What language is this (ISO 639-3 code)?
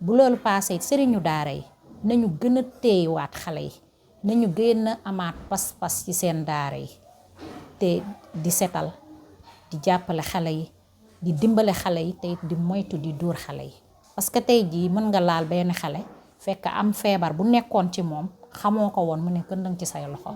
wol